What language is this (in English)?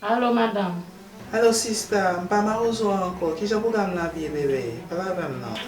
Haitian Creole